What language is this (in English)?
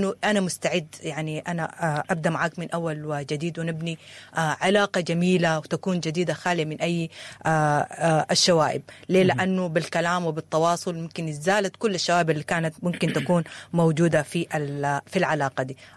Sudanese Arabic